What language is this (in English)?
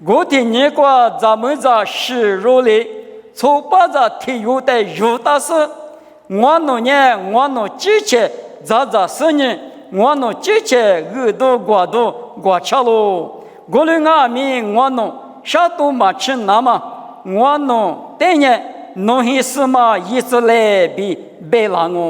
Lisu